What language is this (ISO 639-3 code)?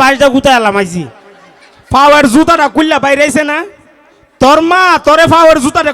syl